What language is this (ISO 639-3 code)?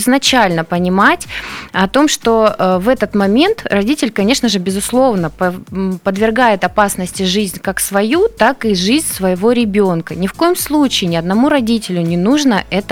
rus